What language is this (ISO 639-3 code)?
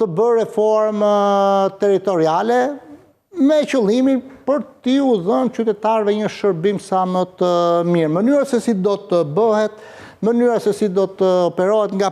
sqi